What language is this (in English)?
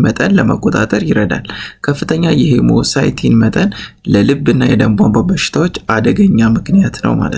Amharic